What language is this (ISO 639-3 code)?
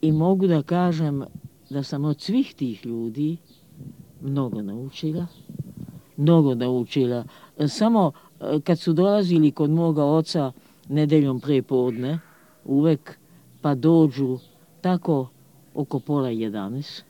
srp